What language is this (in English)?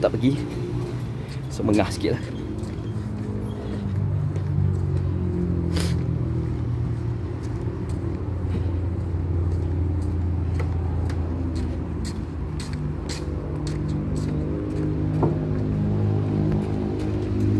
Malay